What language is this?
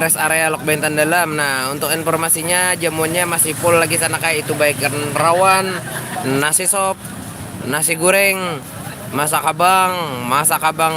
Banjar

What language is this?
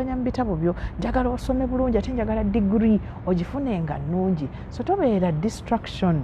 Ganda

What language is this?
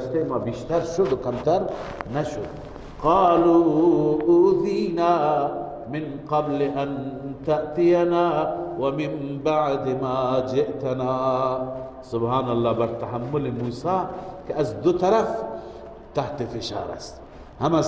Persian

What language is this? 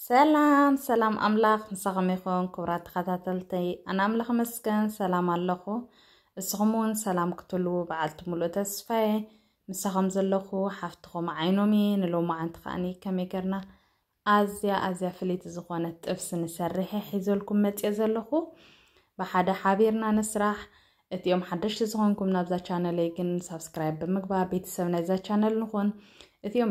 Tigrinya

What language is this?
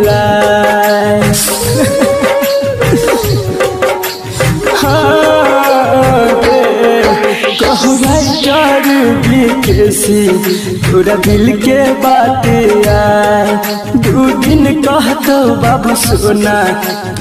Bhojpuri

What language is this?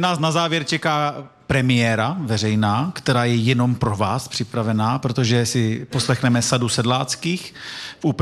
Czech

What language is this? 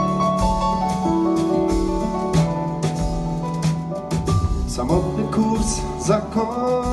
Polish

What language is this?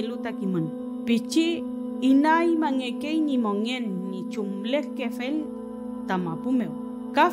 Mapuche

